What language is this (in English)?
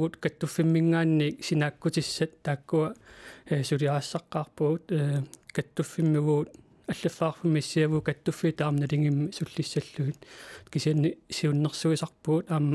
Kalaallisut